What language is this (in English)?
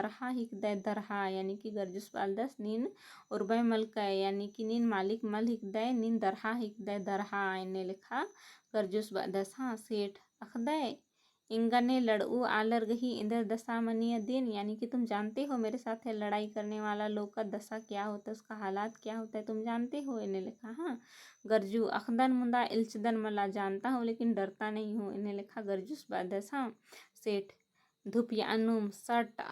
Kurukh